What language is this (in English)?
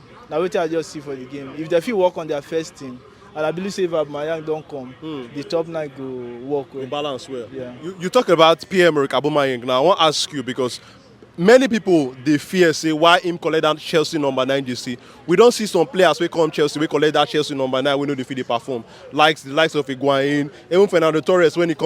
Nigerian Pidgin